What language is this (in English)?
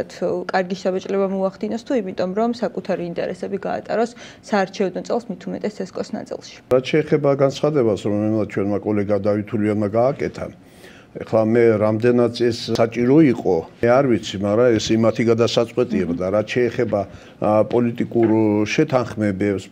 Georgian